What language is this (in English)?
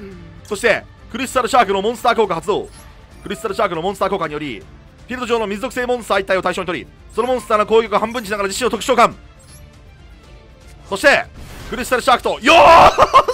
Japanese